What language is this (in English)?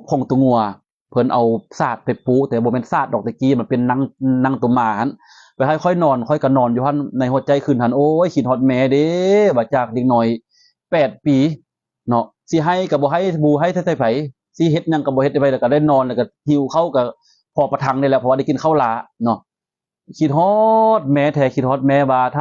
Lao